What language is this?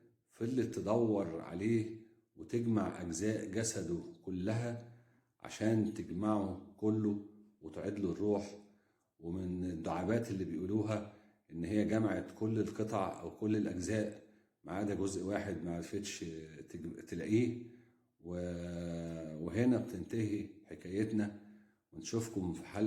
Egyptian Arabic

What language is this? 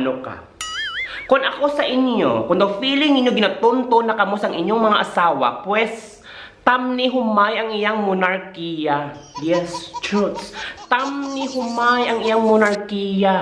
Hiligaynon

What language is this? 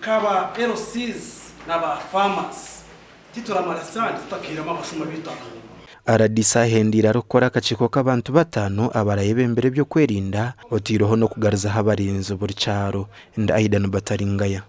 Nyankole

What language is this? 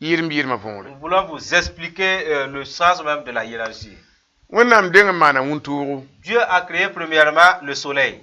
Mossi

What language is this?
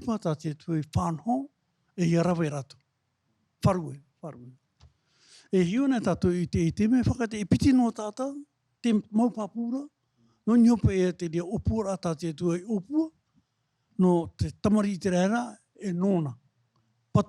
Tahitian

